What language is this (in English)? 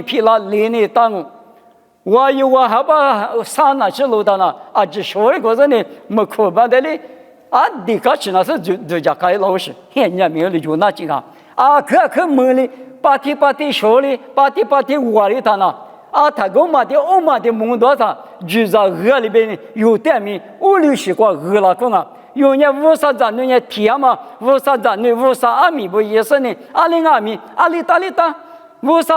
Lisu